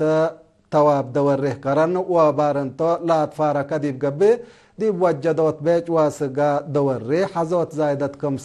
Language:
Tigre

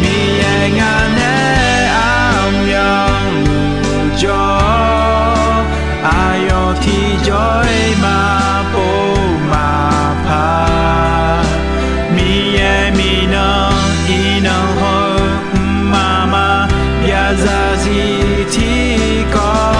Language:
Akha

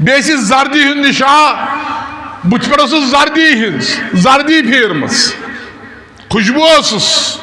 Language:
Kashmiri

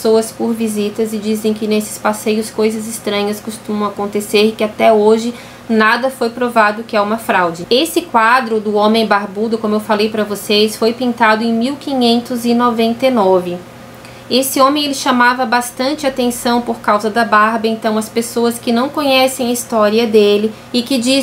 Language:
Portuguese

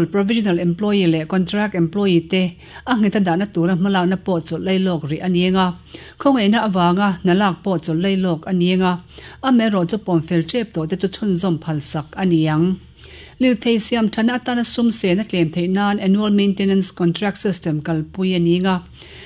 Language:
Mizo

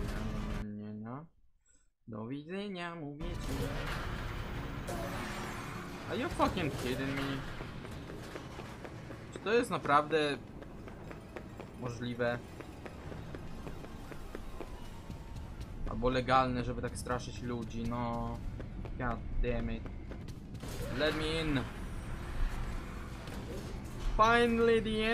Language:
Polish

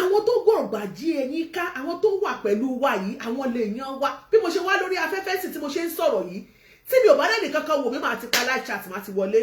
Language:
Yoruba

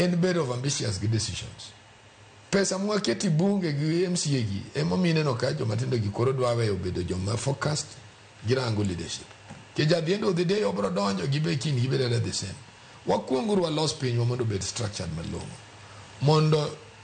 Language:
Luo (Kenya and Tanzania)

